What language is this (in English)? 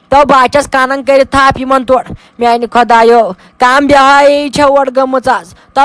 Kashmiri